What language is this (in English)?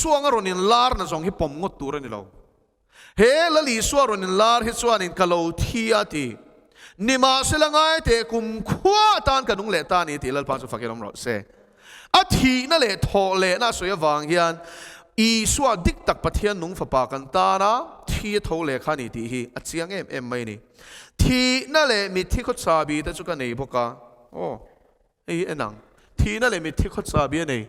Mizo